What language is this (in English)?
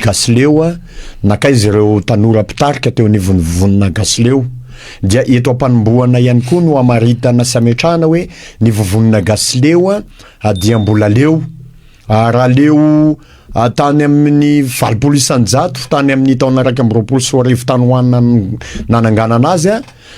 Malagasy